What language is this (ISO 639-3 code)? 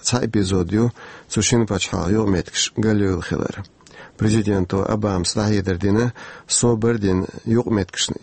che